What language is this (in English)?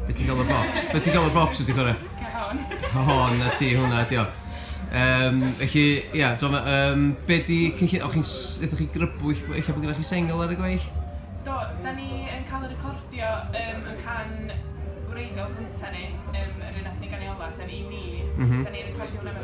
Welsh